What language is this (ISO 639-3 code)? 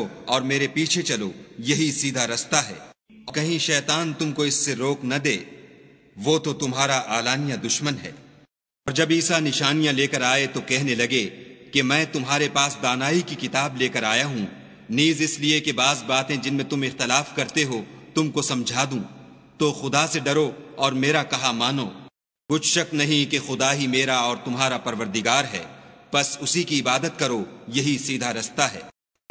urd